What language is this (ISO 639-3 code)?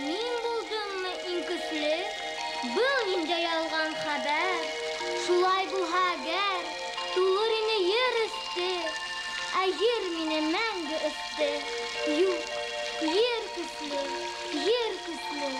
bak